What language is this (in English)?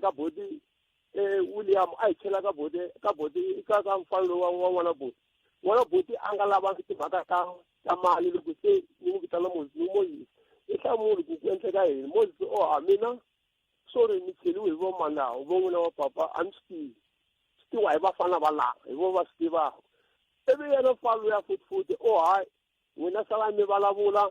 Tsonga